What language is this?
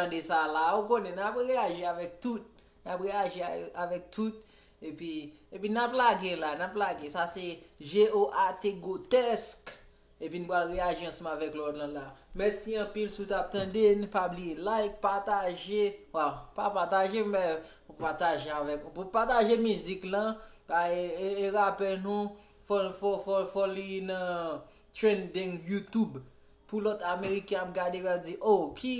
Haitian Creole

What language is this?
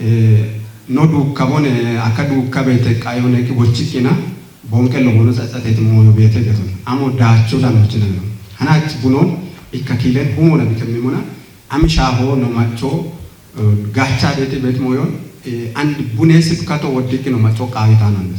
Kafa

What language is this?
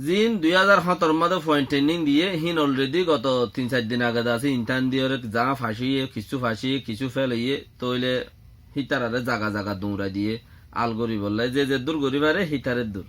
Rohingya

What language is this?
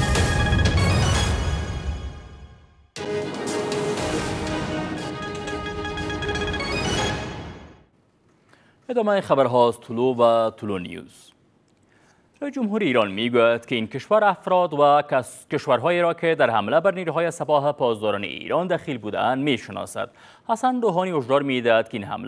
Persian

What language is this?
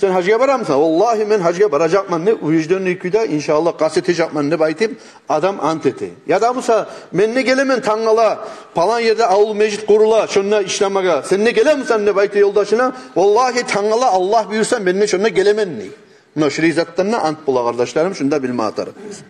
Kumyk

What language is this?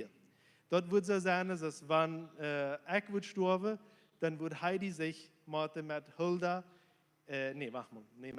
Plautdietsch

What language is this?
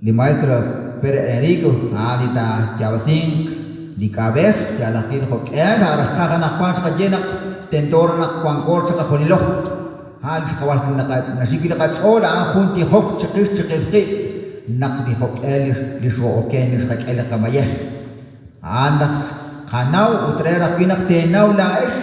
Kekchí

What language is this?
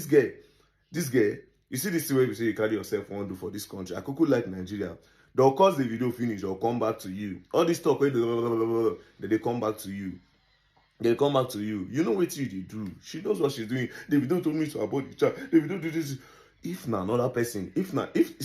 Nigerian Pidgin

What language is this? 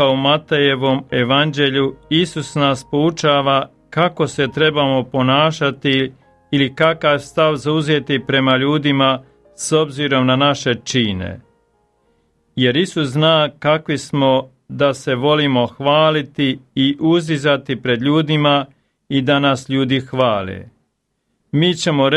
Croatian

